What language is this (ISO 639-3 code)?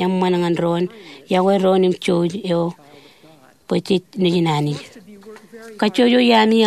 mah